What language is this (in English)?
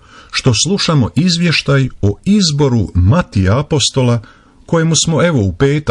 Croatian